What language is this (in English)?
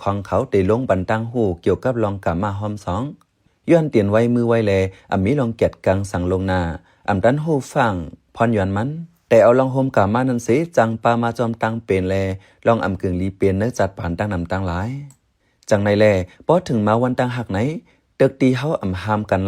Shan